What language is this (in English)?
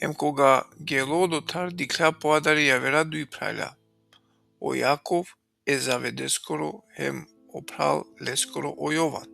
Balkan Romani